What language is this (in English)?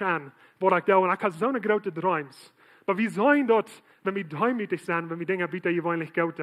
Plautdietsch